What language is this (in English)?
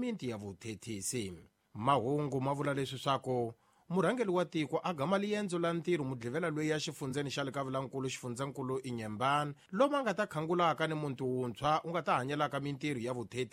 Tsonga